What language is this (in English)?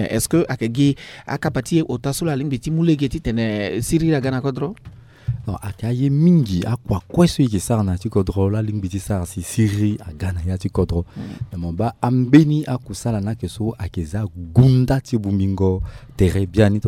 Sango